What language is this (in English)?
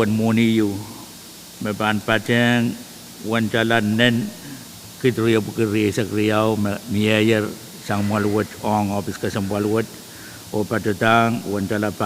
Pohnpeian